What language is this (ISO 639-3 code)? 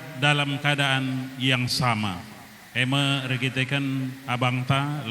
btx